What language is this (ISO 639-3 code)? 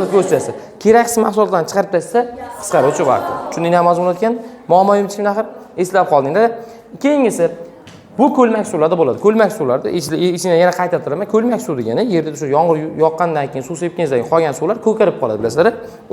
uzb